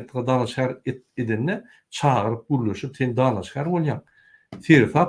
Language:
Turkmen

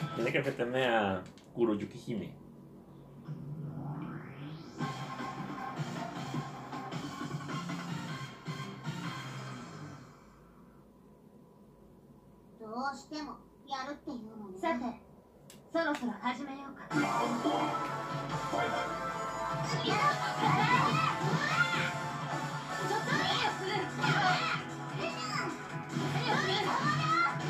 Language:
Japanese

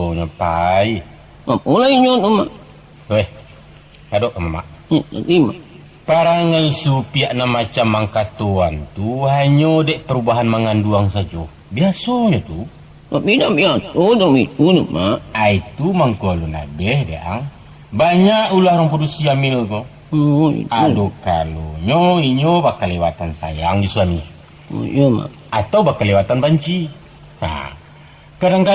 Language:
Minangkabau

